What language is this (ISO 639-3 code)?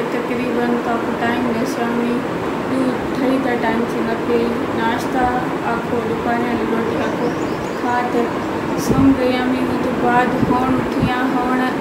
skr